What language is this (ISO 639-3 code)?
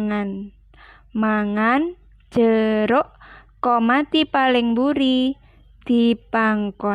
jav